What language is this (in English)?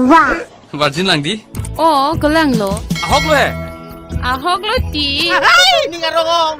Karbi